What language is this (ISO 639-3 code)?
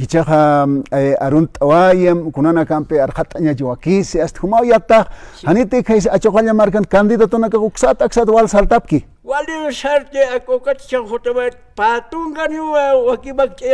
aym